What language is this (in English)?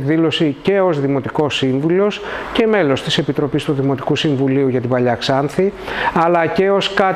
Greek